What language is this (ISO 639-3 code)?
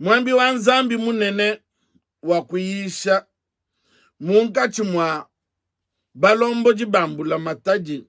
lua